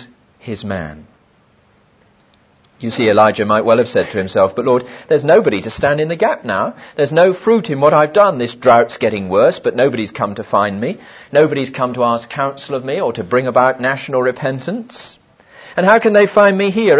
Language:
English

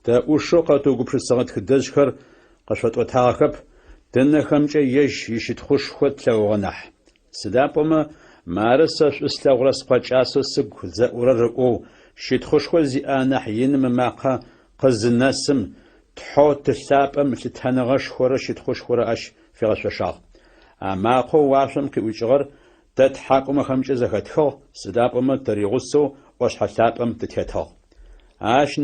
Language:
Adyghe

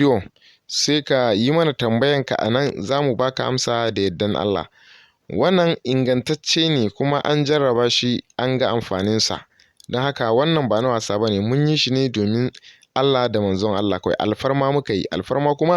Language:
Hausa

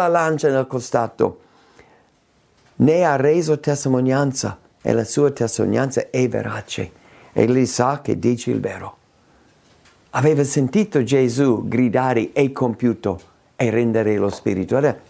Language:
Italian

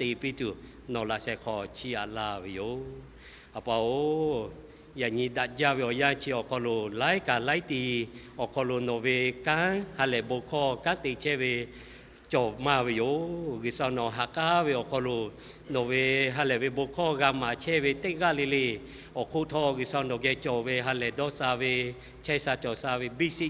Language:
Lahu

